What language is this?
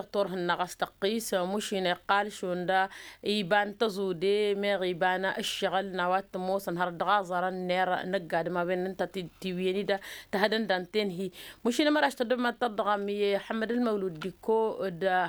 Tamasheq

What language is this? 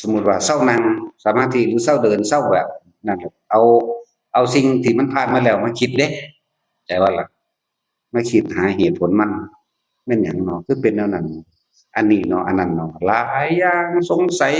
Northeastern Thai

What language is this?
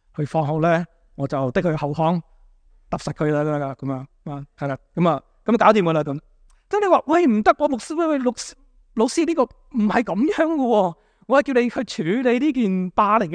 Cantonese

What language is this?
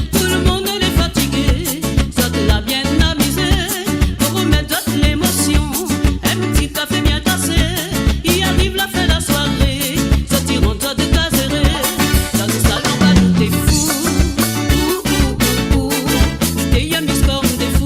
Morisyen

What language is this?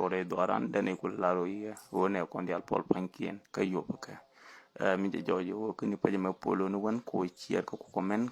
Nuer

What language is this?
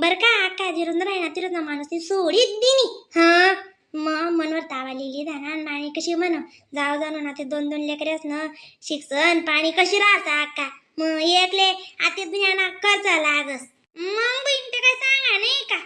Khandesi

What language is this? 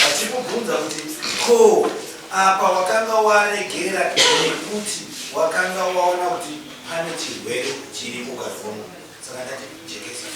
Shona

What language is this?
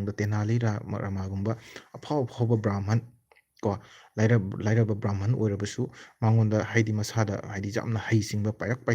Manipuri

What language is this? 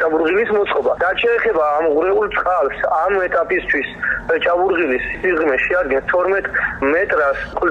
Georgian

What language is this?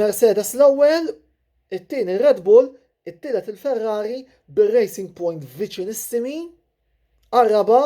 Maltese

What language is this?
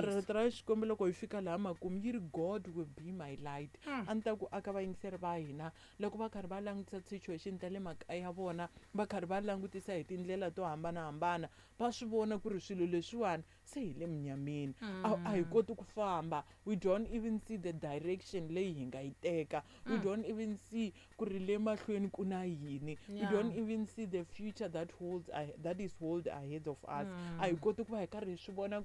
Tsonga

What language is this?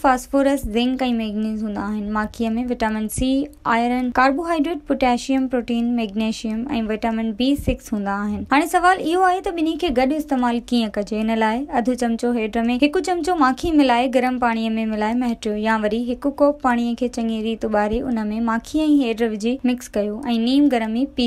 Sindhi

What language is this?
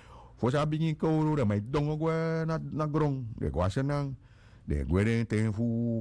Sranan Tongo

